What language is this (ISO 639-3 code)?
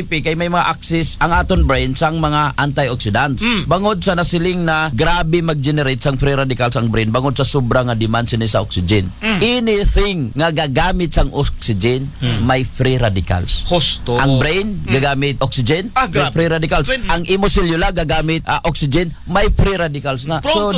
hil